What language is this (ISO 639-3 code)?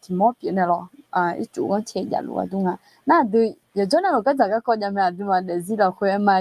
ahk